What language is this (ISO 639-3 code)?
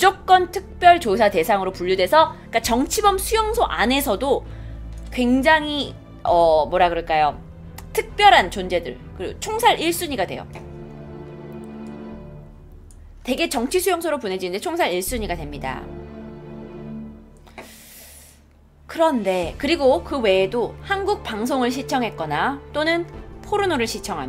kor